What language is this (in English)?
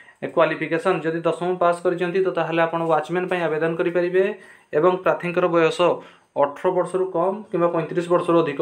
Odia